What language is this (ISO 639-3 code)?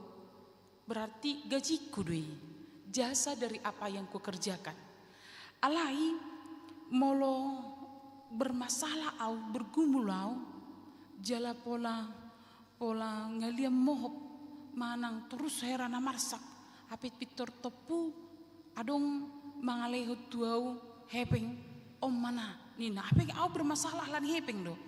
bbc